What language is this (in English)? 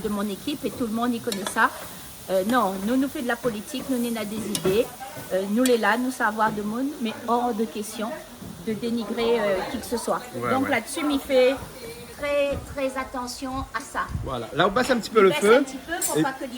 Réunion Creole French